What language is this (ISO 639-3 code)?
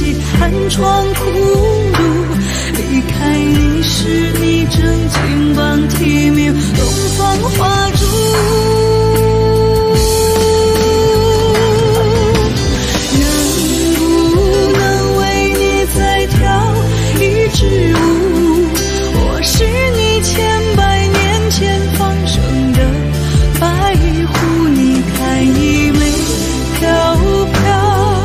zho